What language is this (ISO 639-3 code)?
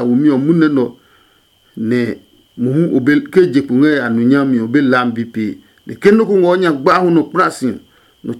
ada